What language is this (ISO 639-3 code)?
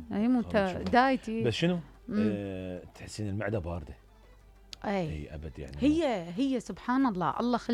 acm